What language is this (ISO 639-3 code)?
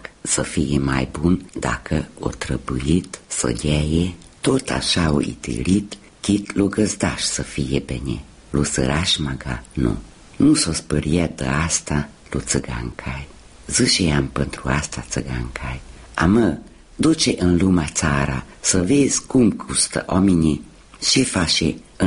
ron